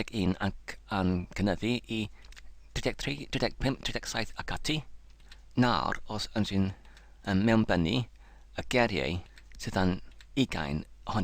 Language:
Welsh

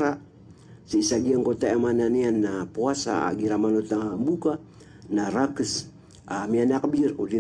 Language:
Maranao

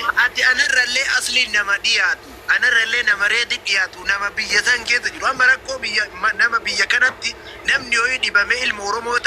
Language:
Oromo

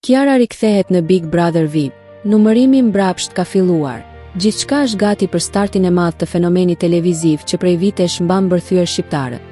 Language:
Albanian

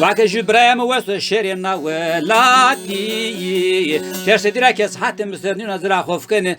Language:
Zaza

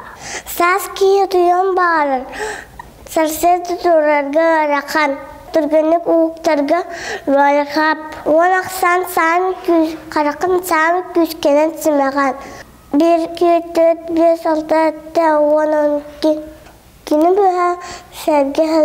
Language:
Yakut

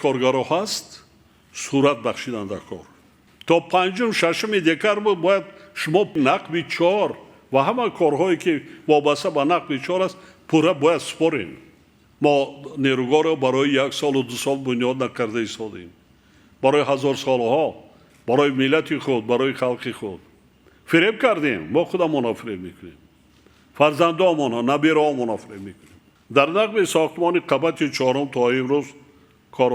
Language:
Tajik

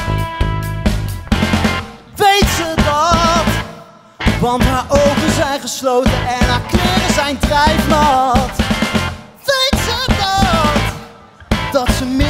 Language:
Dutch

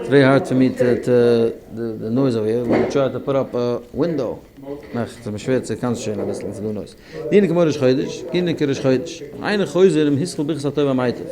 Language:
Yiddish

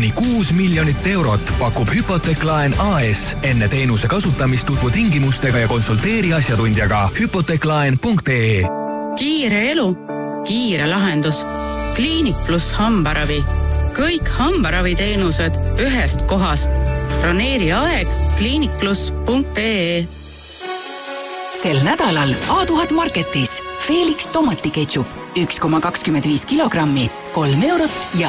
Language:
Estonian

